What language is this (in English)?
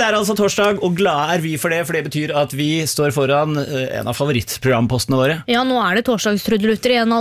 Norwegian